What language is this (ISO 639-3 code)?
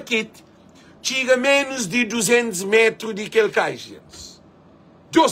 kea